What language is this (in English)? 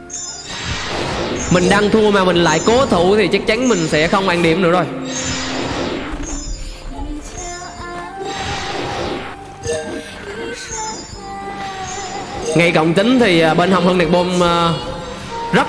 Vietnamese